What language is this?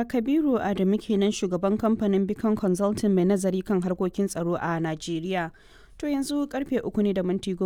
Hausa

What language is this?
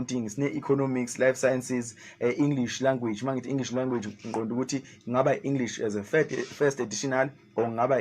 Zulu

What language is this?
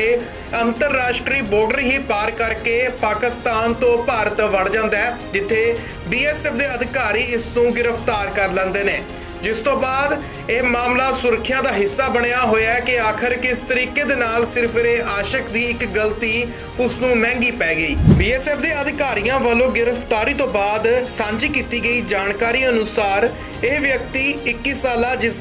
Punjabi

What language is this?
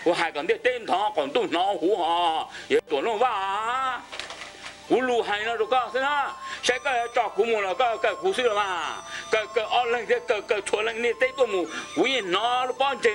Hmong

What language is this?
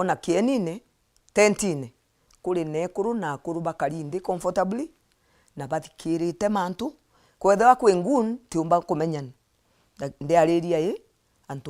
Meru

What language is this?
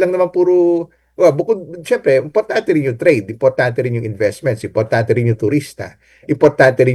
Filipino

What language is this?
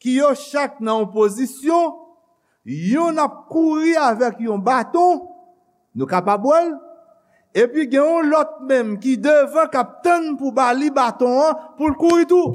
Haitian Creole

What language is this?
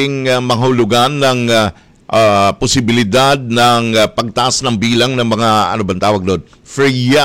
Filipino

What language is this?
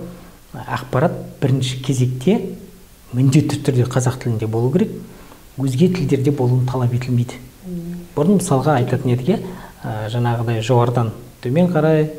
Kazakh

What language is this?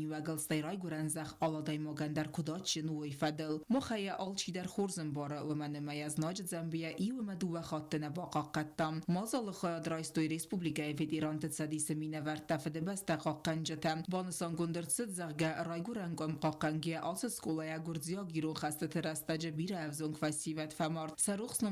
Ossetic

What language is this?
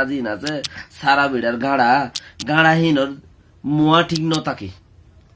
Rohingya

